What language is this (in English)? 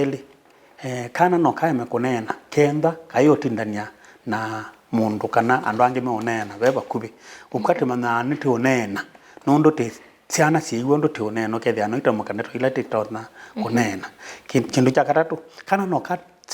Kamba